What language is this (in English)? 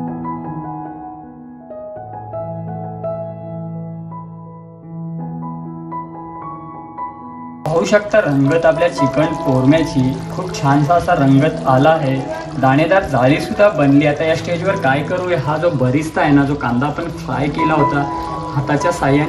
Marathi